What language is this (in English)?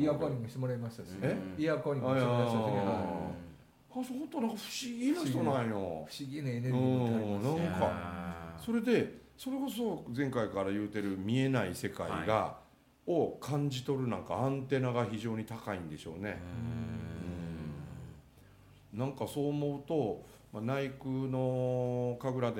Japanese